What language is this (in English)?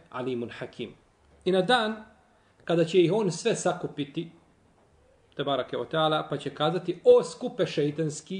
Bosnian